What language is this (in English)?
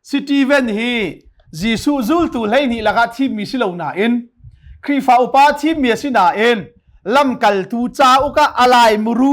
Hakha Chin